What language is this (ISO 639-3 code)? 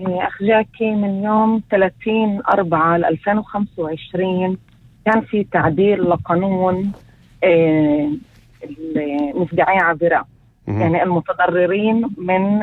apc